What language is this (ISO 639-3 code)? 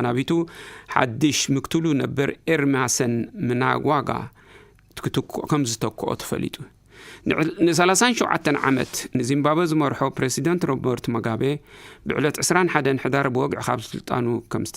tir